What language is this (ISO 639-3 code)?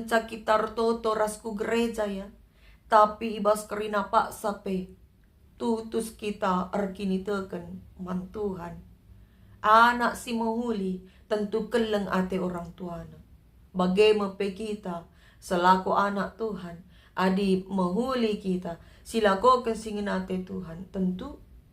btx